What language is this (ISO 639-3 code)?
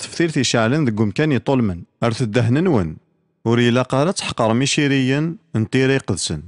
kab